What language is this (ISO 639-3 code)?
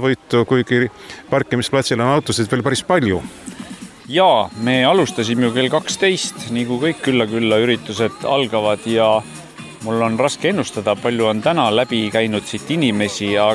est